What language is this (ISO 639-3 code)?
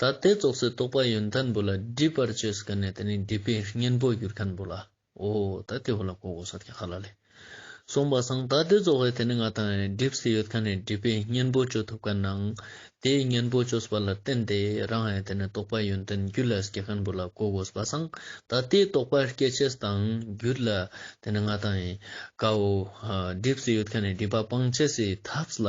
lbj